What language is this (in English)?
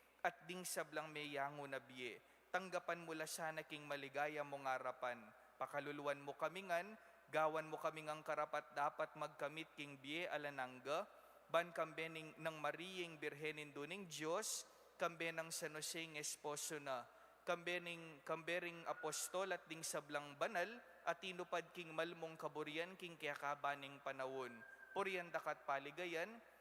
Pampanga